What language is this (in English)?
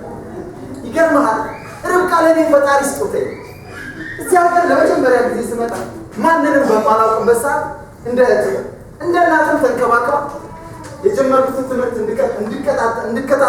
Amharic